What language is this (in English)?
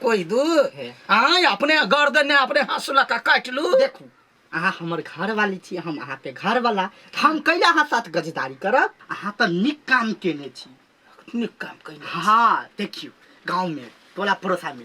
Maithili